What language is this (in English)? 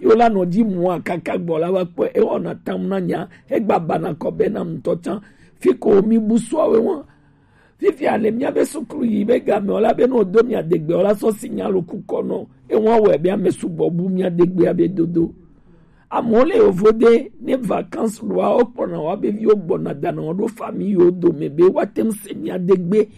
Gen